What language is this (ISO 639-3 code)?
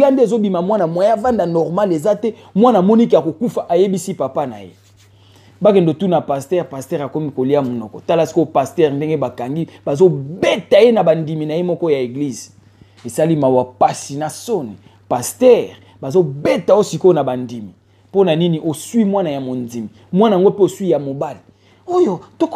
lin